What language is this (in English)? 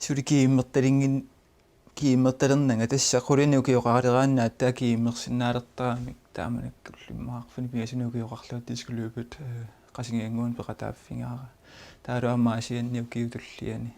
Kalaallisut